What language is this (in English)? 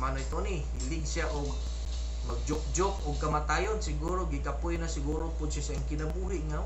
Cebuano